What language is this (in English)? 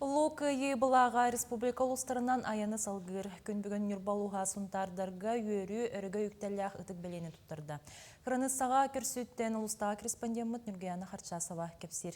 Yakut